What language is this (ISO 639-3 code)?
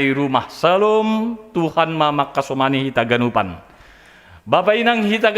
bts